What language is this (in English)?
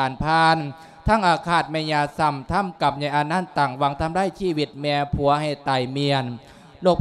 Lao